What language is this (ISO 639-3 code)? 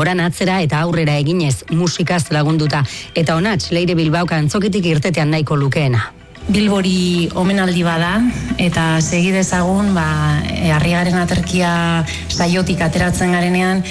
eus